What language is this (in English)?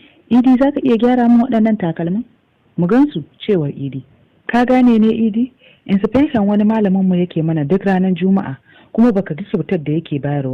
Hausa